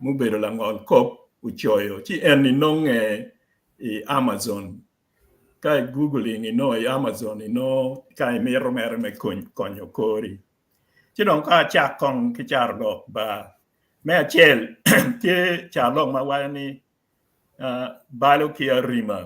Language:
Acoli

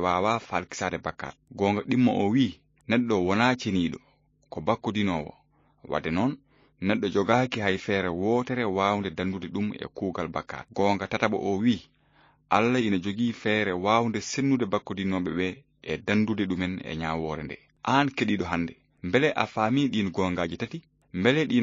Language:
Fula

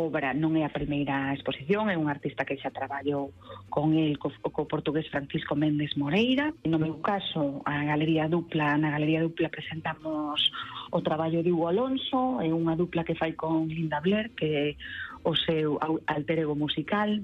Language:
Galician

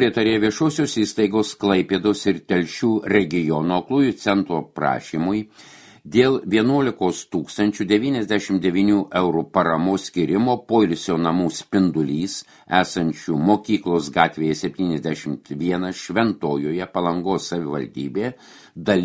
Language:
Lithuanian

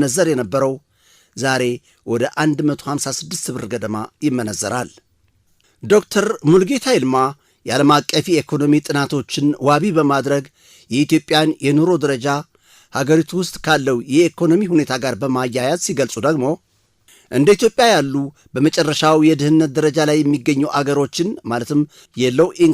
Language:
Amharic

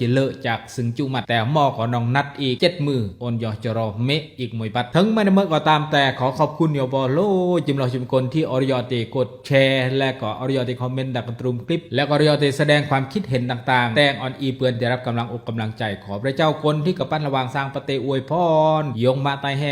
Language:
Khmu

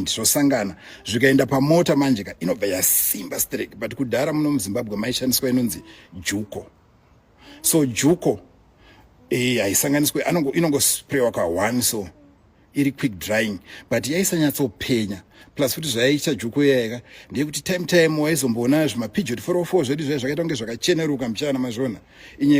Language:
Shona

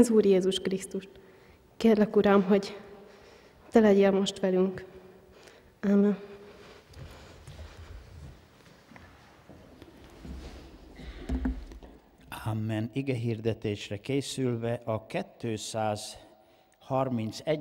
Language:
Hungarian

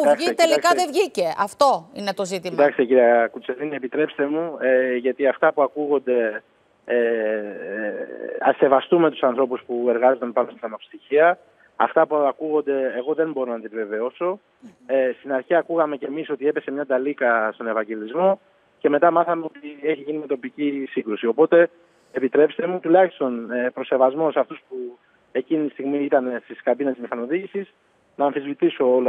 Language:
Greek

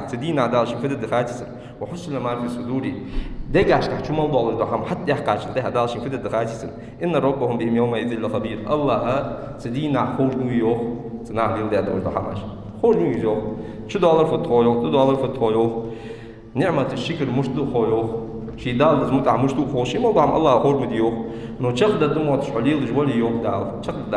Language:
Ingush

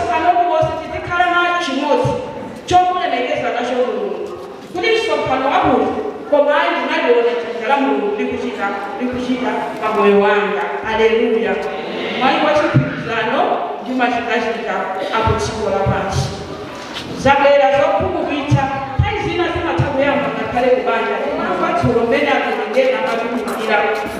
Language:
Nyanja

